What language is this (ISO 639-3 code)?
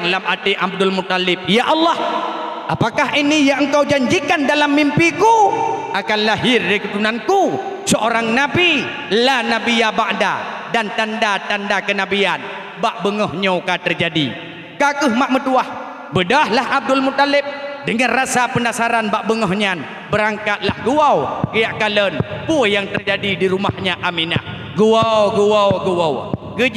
ace